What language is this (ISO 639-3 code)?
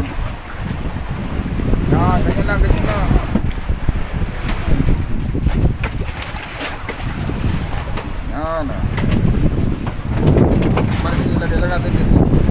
fil